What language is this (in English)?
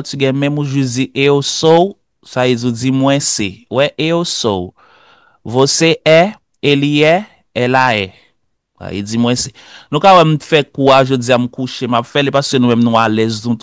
Haitian Creole